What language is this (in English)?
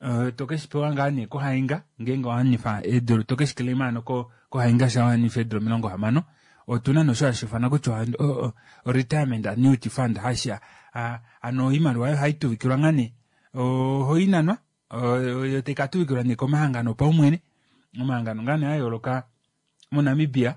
Kuanyama